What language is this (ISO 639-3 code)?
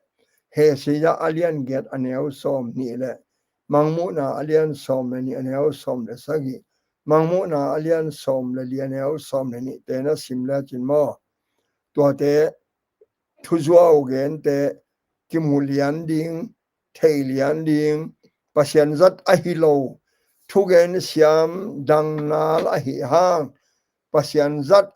ctd